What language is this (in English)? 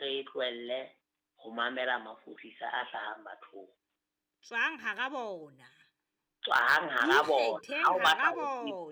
Southern Sotho